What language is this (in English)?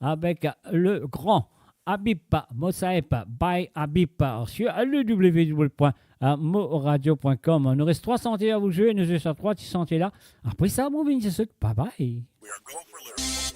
Morisyen